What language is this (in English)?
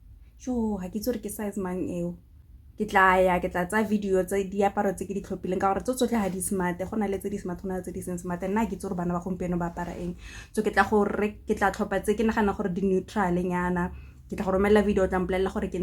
Tswana